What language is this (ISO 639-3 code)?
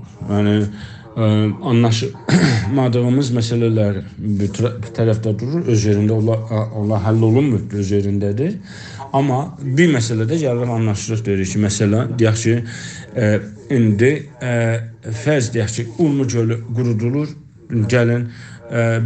azb